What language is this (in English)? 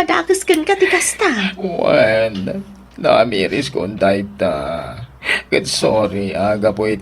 Iloko